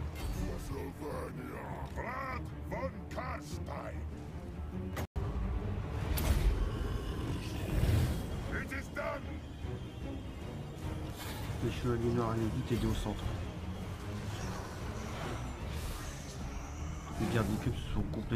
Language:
French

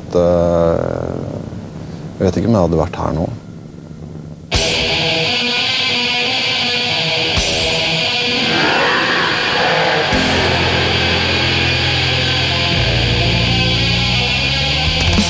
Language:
Norwegian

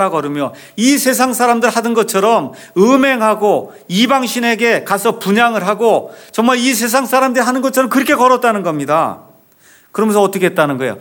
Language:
Korean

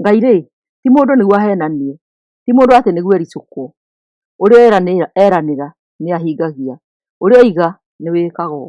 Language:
Kikuyu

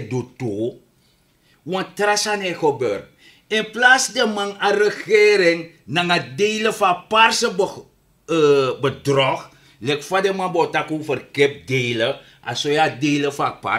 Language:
Sranan Tongo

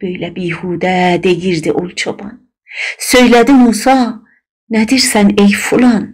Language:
South Azerbaijani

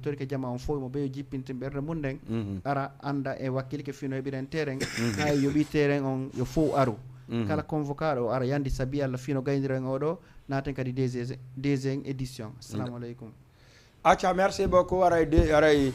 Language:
Fula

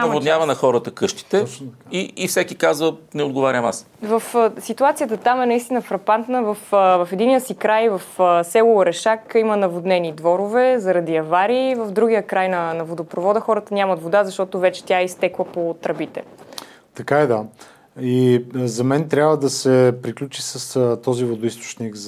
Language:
Bulgarian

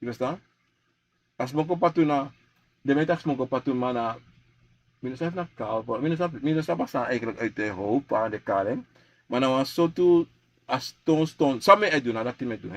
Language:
Sranan Tongo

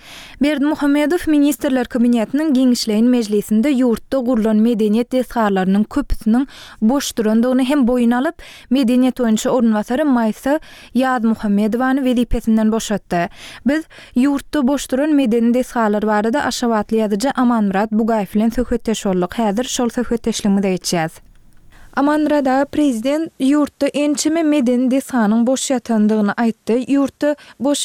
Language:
Turkmen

